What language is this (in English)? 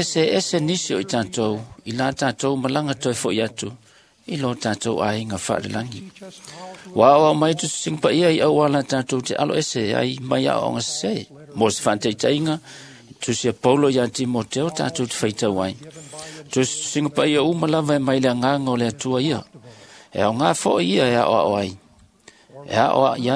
Samoan